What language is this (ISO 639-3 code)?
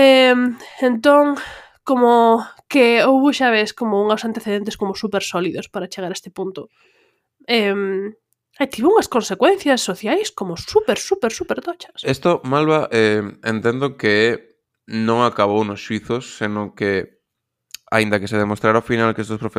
glg